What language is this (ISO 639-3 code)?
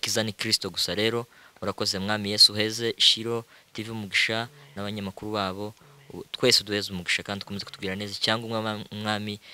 kin